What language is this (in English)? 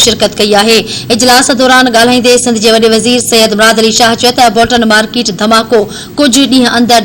Sindhi